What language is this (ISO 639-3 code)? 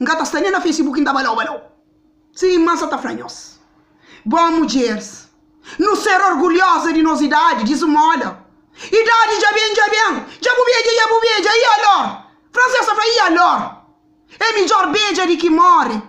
kea